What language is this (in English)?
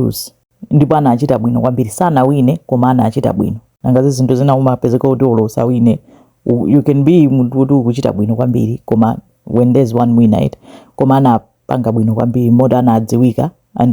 Nyanja